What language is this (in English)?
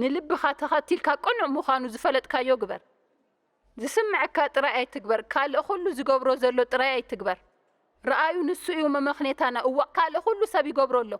Tigrinya